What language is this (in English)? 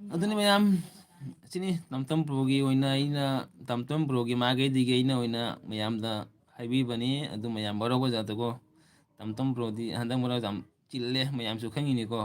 Manipuri